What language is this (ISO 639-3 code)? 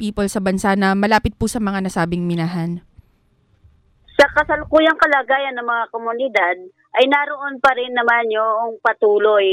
fil